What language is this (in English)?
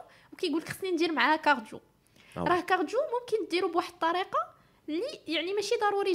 Moroccan Arabic